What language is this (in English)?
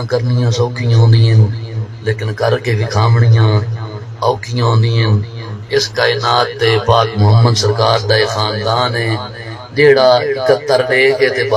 Saraiki